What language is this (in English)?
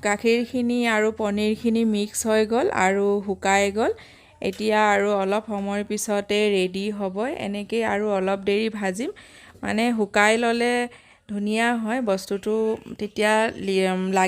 Assamese